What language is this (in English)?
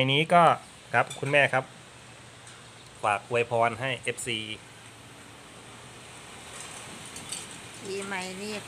Thai